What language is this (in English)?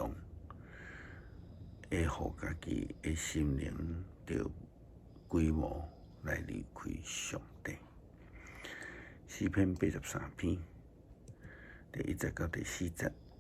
Min Nan Chinese